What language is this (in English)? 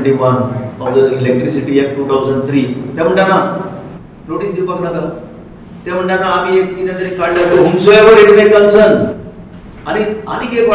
Konkani